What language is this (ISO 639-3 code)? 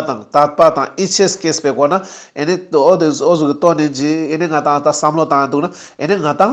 lbj